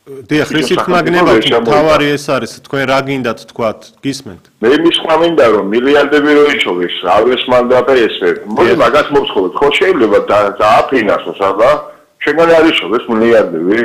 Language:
Georgian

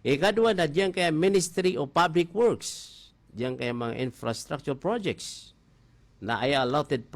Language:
Maranao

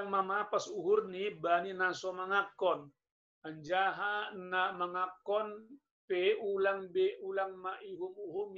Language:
Batak Simalungun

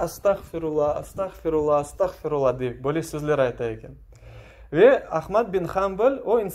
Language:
Crimean Tatar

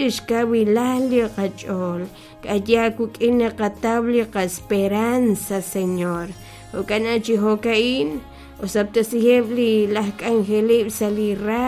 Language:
Kekchí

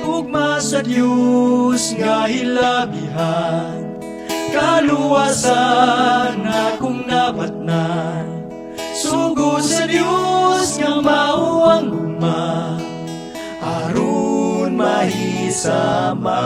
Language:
Cebuano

